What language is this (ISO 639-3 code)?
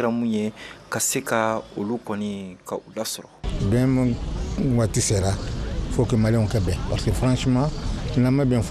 bam